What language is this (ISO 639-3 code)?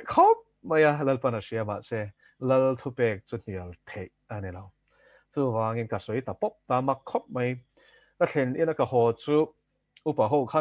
lus